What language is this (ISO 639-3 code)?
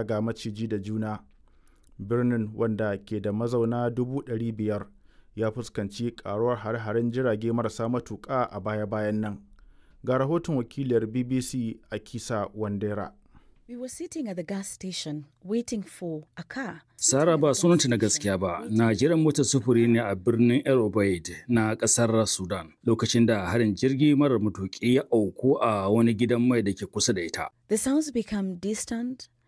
hau